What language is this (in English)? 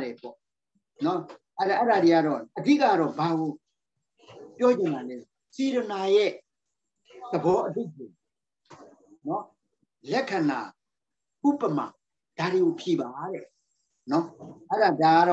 Burmese